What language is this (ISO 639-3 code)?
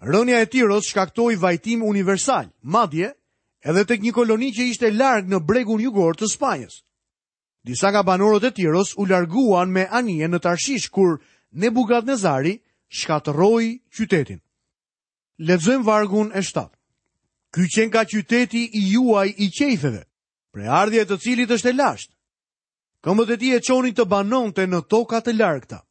sqi